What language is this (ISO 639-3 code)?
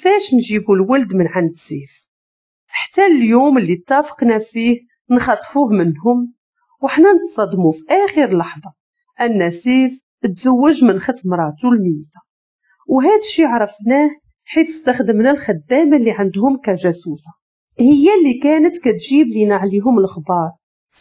ary